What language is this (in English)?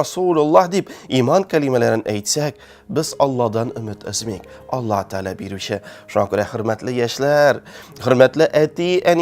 Tatar